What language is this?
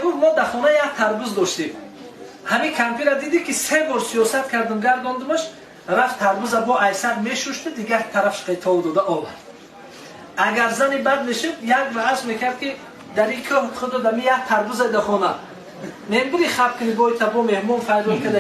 Tajik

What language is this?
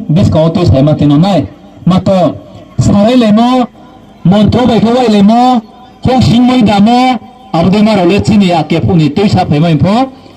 Riang (India)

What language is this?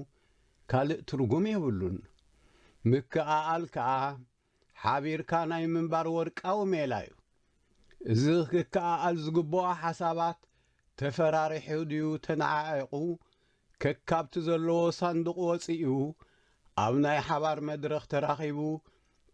Tigrinya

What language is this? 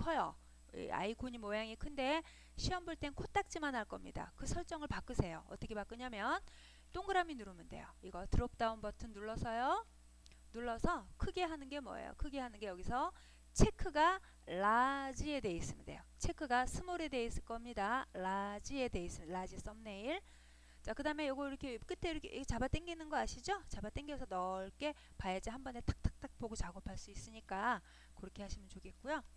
Korean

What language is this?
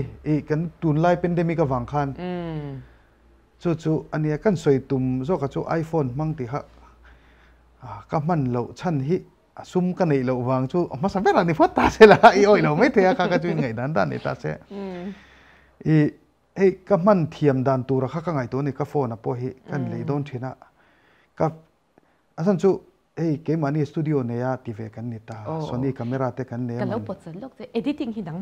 Mizo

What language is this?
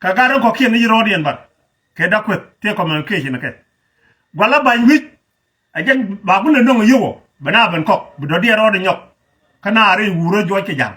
Nuer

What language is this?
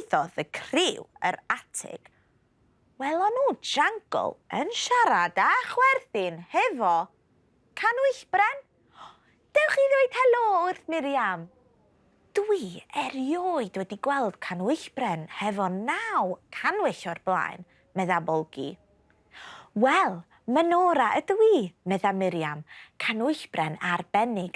Welsh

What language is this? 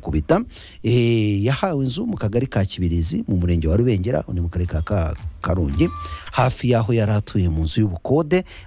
Kinyarwanda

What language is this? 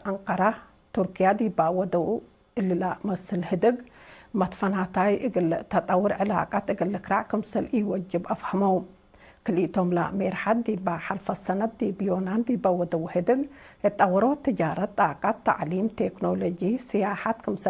Tigre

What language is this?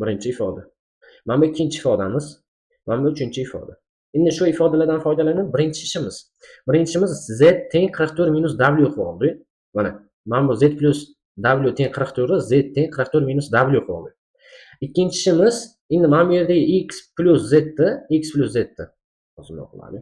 Uzbek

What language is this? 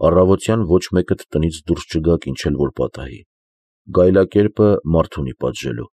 Armenian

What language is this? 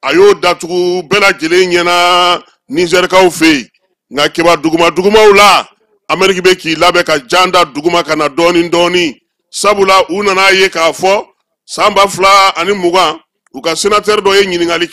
Bambara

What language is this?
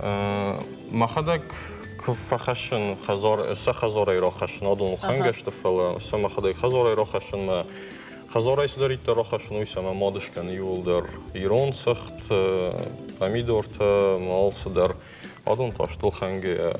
Ossetic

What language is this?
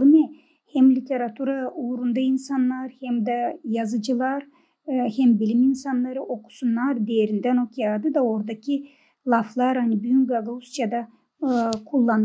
Gagauz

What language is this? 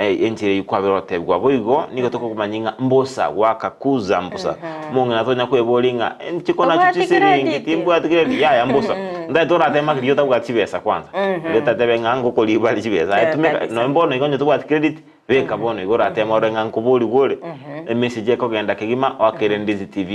Gusii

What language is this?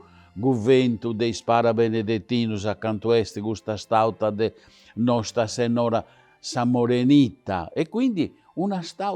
Sardinian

